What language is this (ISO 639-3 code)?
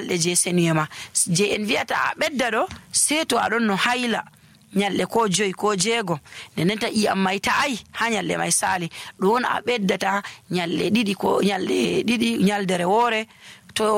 fuv